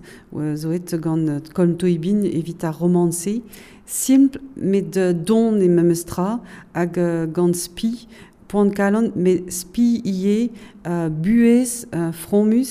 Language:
Breton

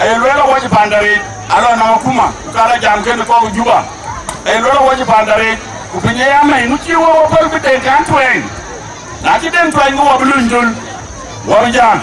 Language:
Dinka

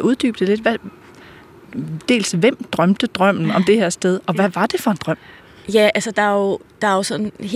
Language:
Danish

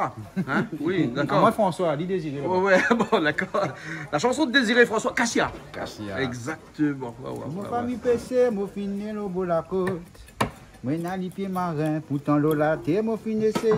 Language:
Réunion Creole French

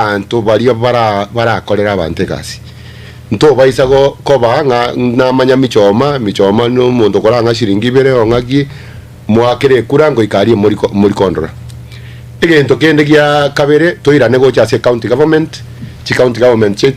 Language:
Gusii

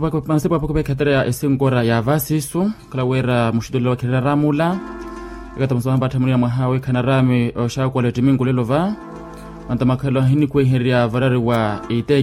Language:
Makhuwa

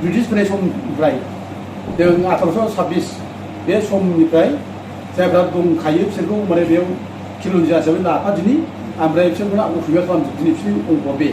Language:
Bodo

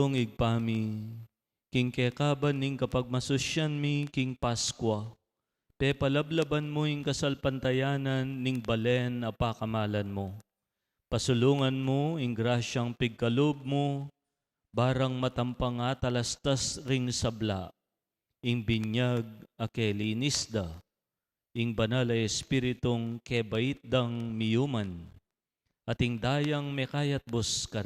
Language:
Pampanga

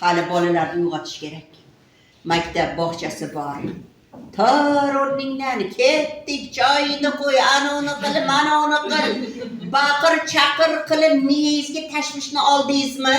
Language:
Uzbek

